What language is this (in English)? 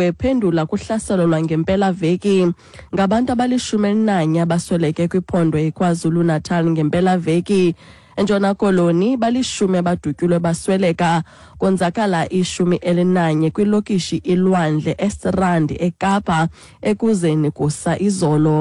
Xhosa